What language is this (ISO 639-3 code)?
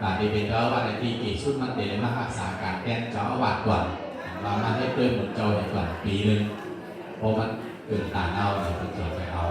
shn